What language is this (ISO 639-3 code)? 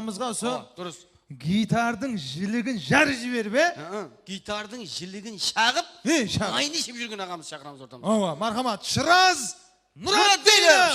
kaa